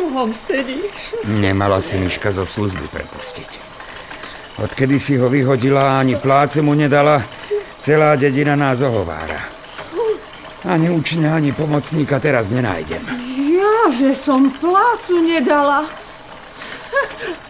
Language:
Slovak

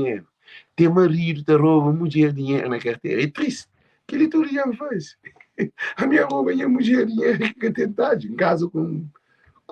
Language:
Kabuverdianu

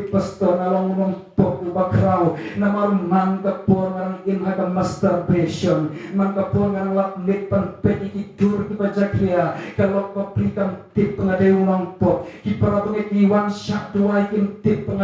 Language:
Khasi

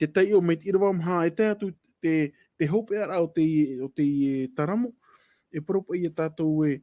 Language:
Tahitian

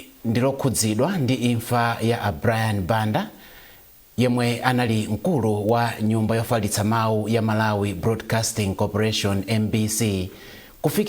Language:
Nyanja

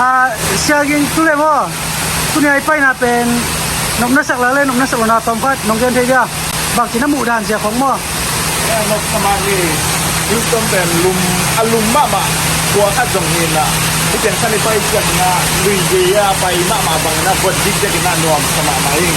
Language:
Tedim Chin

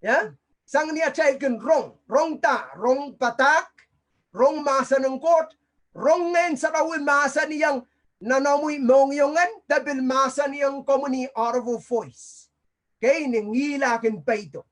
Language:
Pohnpeian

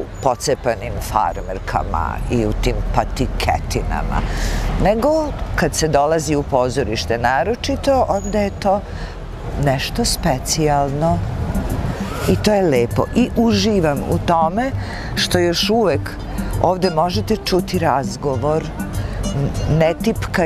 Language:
Serbian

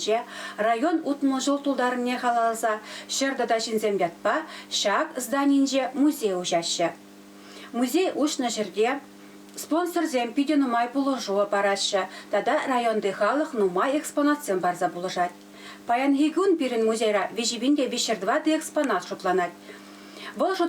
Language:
Chuvash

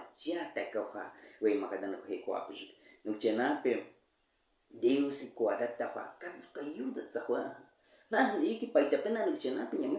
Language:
Baniwa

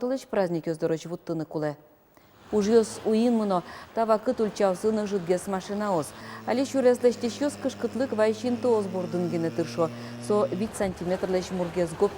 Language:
Udmurt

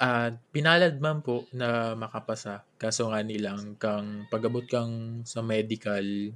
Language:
Bikol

